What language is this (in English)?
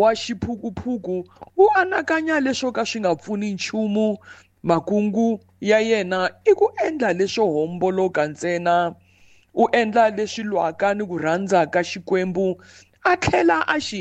Tsonga